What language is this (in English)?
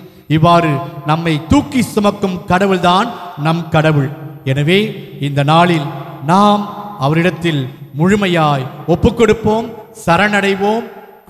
Tamil